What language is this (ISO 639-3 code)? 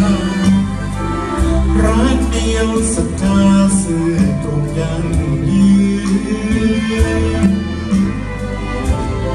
tha